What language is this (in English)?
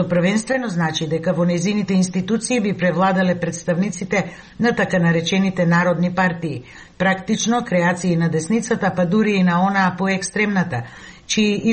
Macedonian